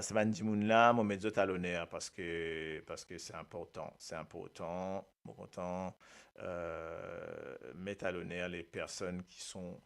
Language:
Morisyen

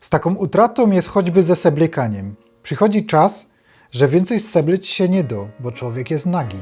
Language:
Silesian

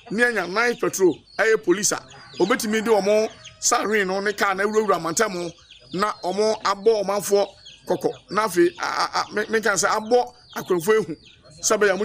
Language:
Akan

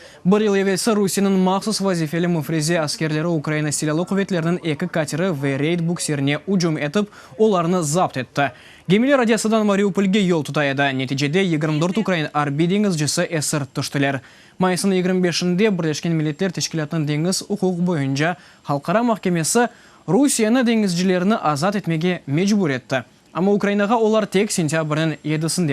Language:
Crimean Tatar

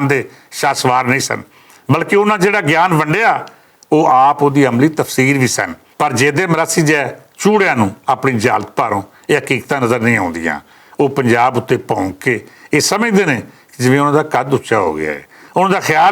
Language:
Western Panjabi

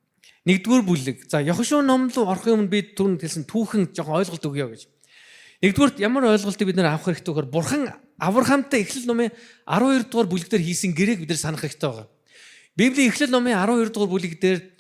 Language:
Mongolian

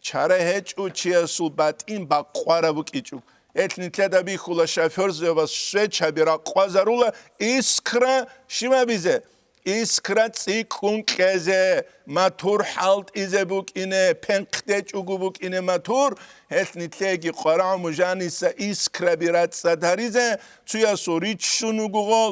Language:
Avaric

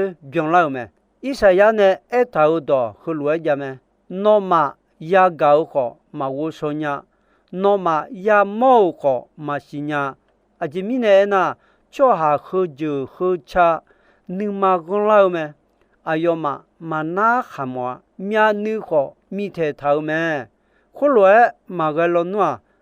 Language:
Akha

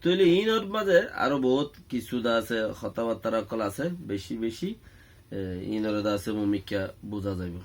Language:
Rohingya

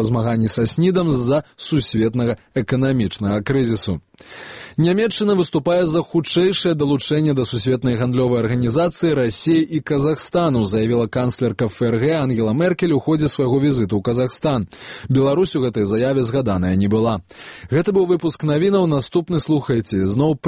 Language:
Belarusian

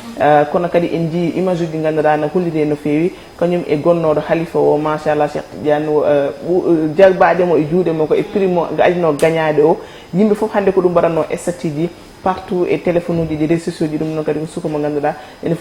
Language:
Fula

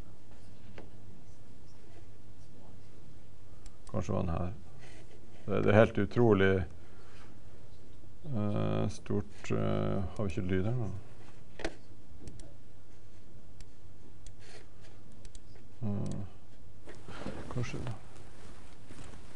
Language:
Norwegian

